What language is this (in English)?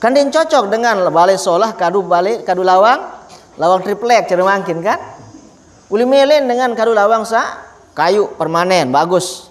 Sasak